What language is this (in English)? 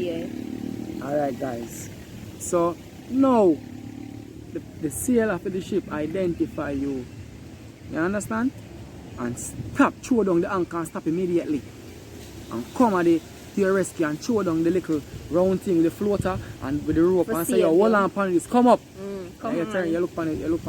Jamaican Creole English